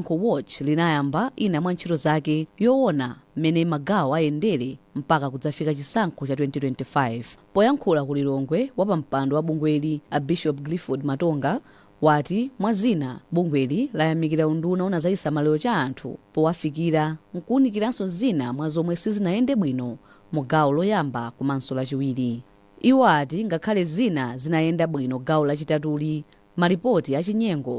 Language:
Nyanja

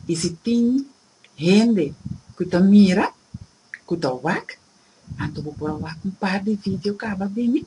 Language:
Papiamento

